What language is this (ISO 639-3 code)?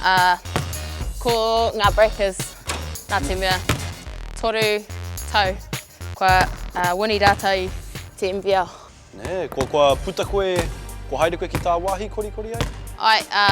mri